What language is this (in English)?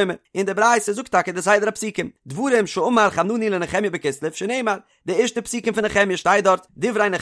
Yiddish